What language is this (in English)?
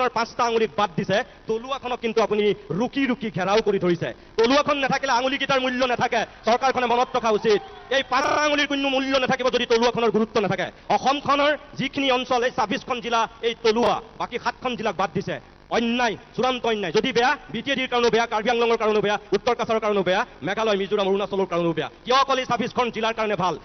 Assamese